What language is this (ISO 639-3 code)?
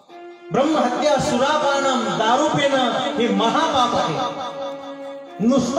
mar